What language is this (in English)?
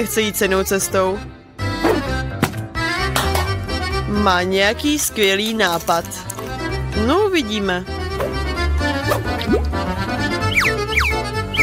Czech